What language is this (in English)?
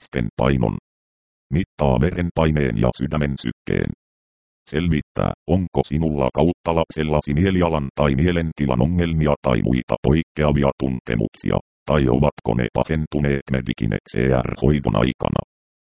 Finnish